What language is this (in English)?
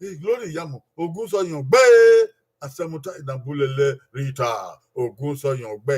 Bini